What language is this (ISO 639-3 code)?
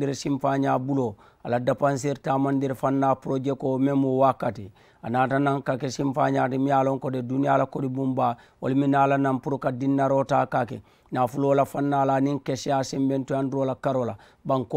man